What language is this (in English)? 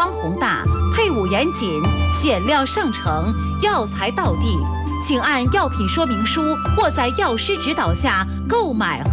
Chinese